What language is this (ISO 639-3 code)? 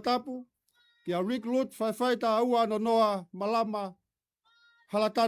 ton